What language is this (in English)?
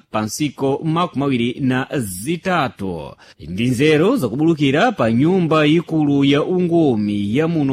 Sena